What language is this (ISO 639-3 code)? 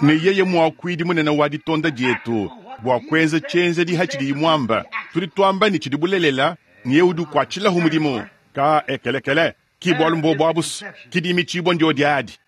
lua